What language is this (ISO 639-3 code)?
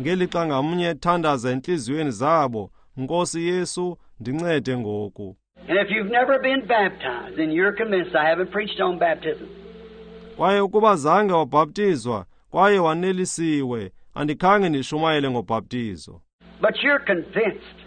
xho